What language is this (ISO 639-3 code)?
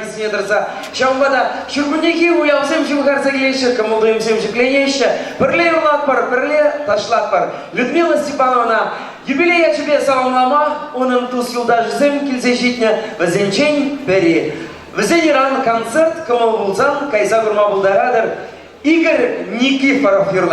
chv